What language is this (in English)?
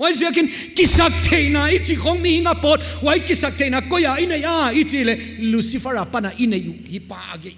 Paite Chin